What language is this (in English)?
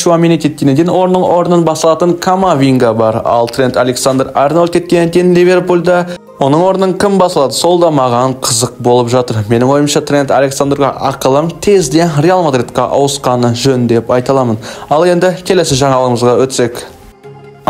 Kazakh